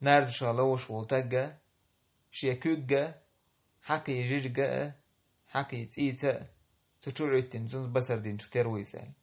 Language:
Chechen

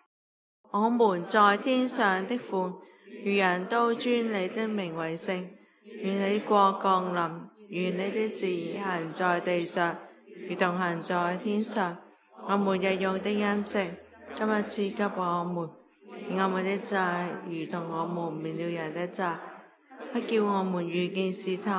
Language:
Cantonese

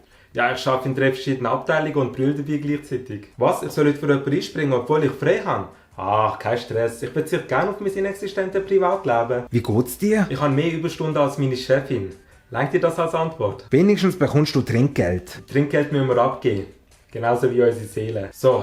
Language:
Swiss German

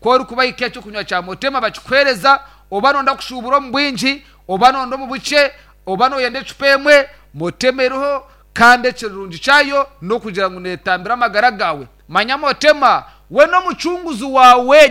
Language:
Nyankole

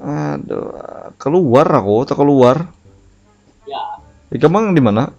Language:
Banjar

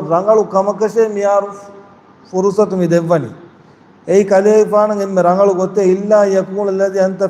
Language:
Divehi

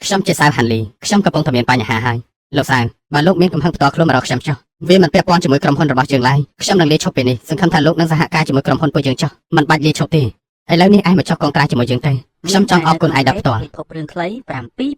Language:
Khmer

